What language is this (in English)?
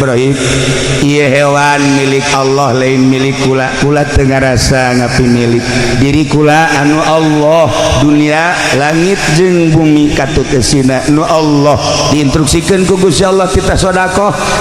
Sundanese